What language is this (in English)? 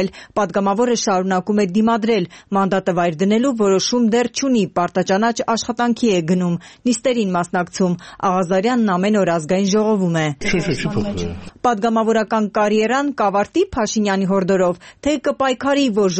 Armenian